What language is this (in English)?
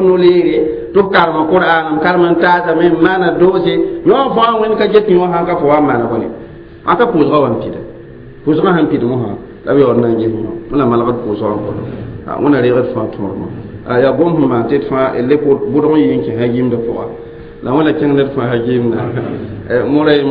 Mossi